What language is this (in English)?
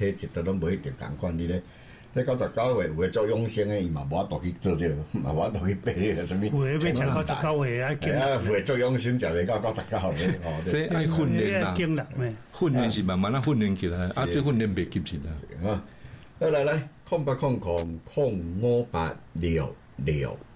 Min Nan Chinese